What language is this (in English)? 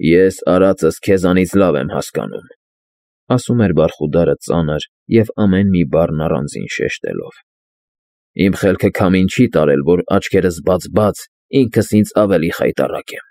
Armenian